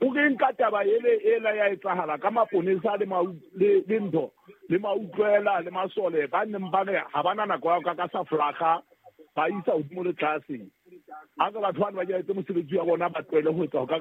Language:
Southern Sotho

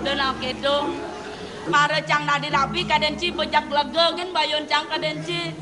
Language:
Balinese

